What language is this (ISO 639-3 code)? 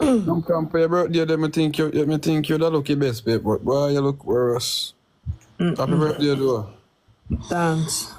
jam